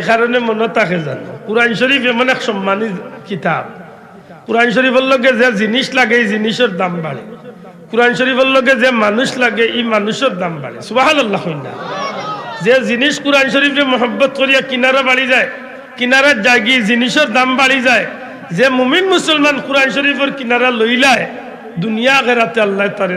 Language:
Sylheti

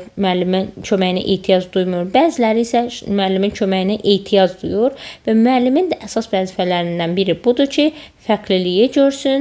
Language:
Azerbaijani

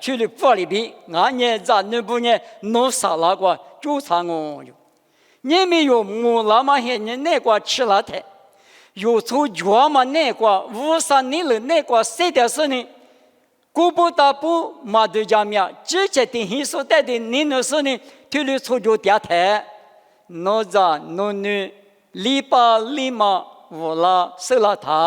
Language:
Lisu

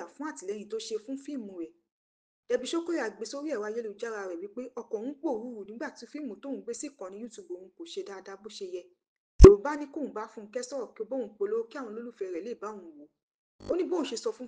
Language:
Yoruba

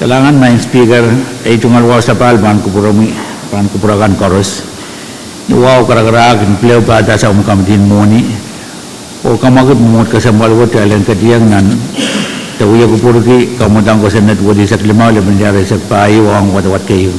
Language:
Pohnpeian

